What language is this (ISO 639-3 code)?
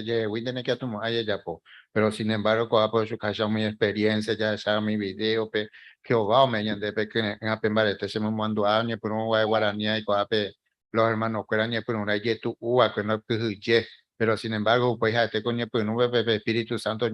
grn